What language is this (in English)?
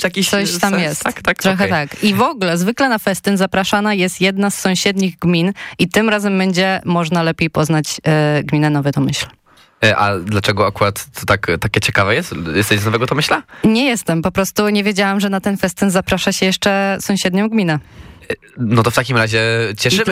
Polish